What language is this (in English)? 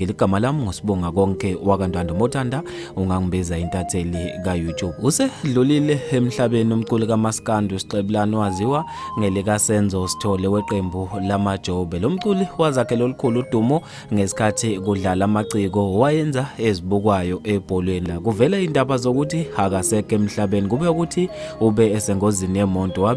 Zulu